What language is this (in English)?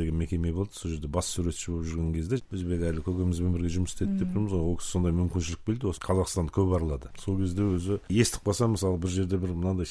Kazakh